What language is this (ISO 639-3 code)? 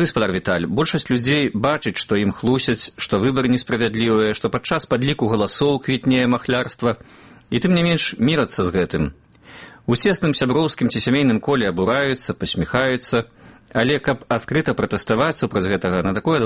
bel